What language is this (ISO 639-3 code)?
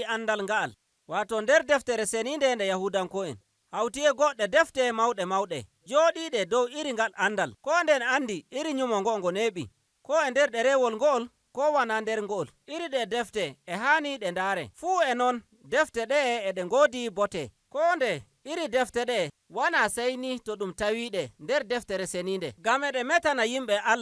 fuv